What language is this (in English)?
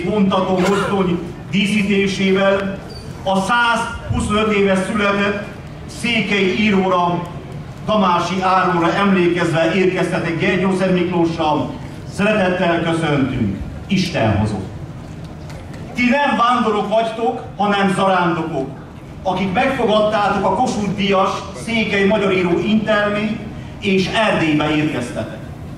Hungarian